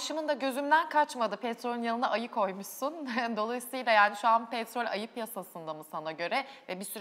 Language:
Turkish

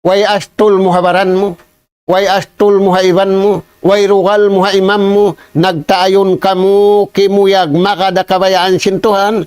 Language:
Tausug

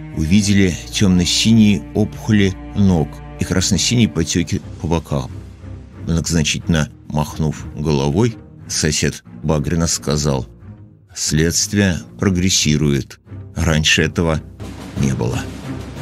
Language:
Russian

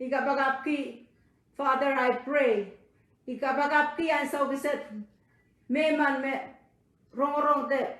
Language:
Pohnpeian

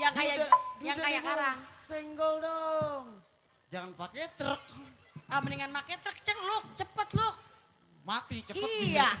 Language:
Betawi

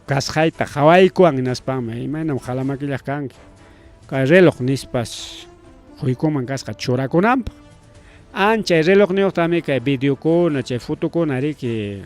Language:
Ayacucho Quechua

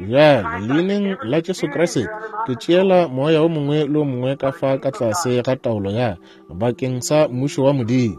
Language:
Northern Sotho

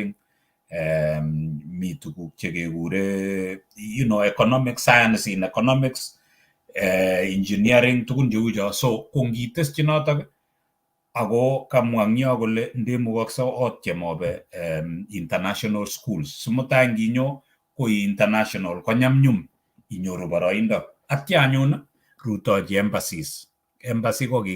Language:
Kalenjin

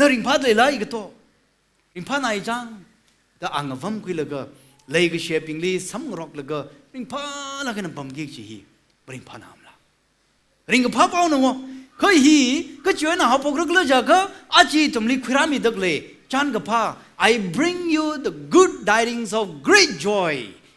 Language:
Tangkhul Naga (India)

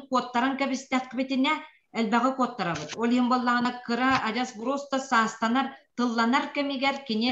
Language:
Yakut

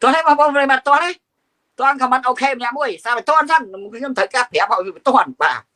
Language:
Khmer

